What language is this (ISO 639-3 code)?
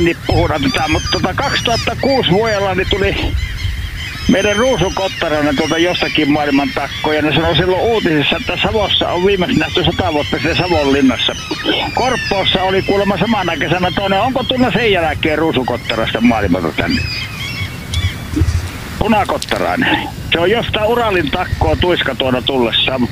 fin